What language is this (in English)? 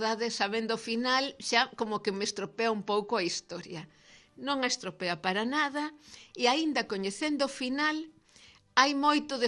Galician